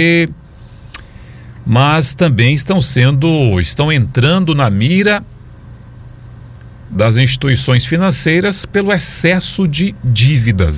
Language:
Portuguese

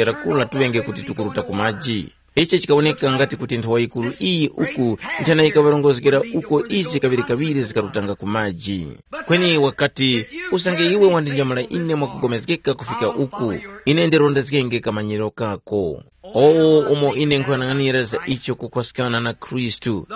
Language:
Tumbuka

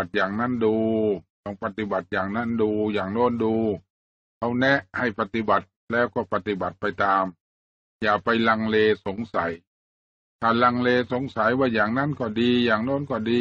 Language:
Thai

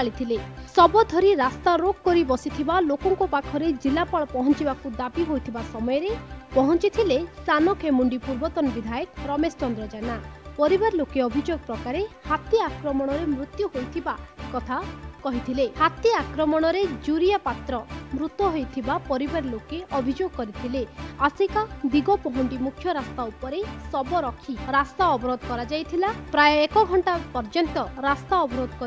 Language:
Odia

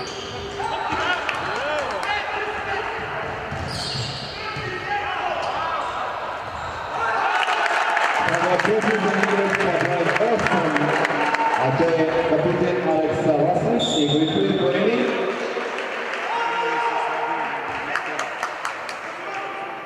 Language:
Serbian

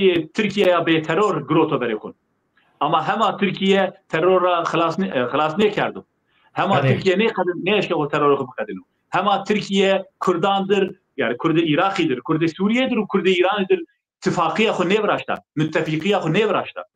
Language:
Zaza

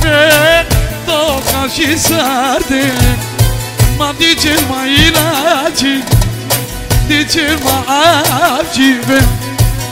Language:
Romany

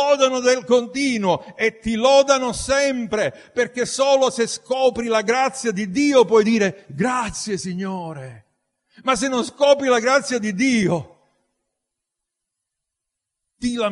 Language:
Italian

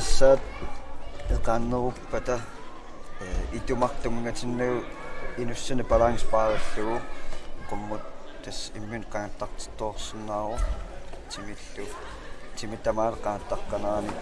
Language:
Kalaallisut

